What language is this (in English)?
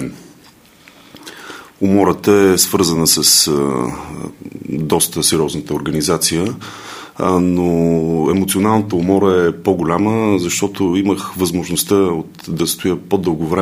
Bulgarian